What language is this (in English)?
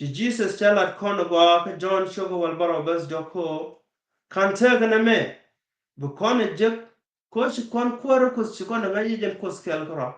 Nuer